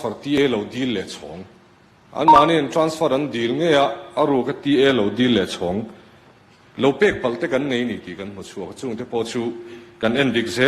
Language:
Mizo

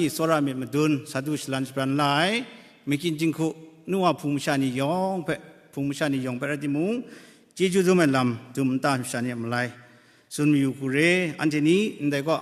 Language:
Kachin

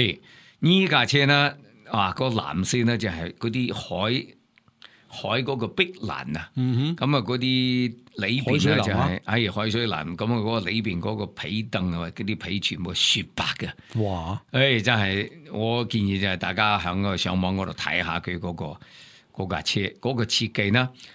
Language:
Cantonese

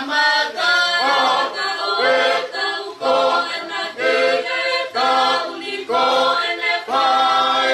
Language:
Tongan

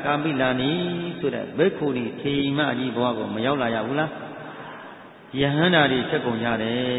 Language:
Burmese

